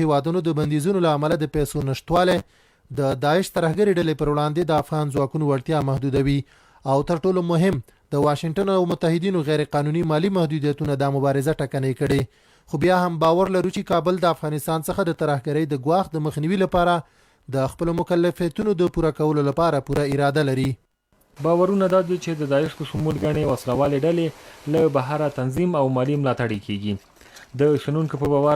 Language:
Pashto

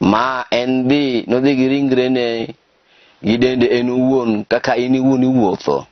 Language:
Luo (Kenya and Tanzania)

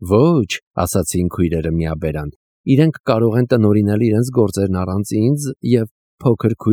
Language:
Armenian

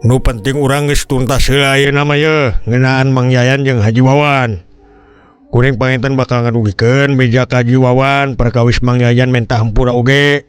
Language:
Sundanese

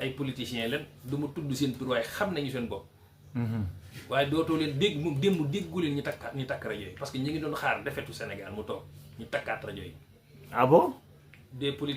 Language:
Wolof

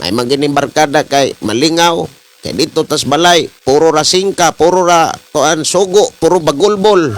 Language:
Cebuano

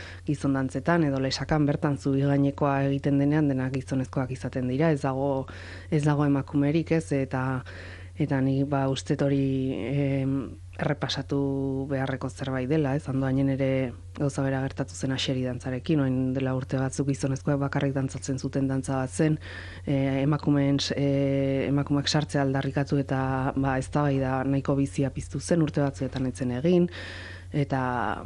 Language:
Basque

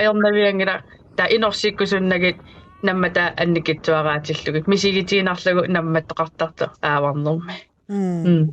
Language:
Kalaallisut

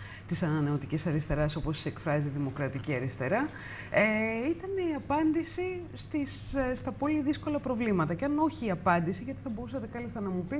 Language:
Greek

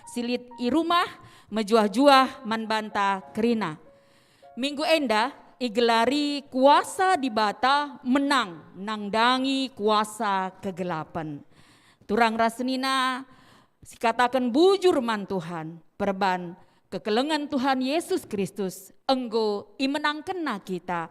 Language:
Batak Karo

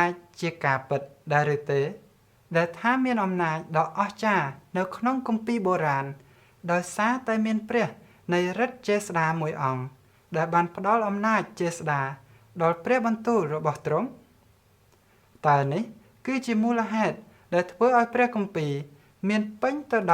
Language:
Khmer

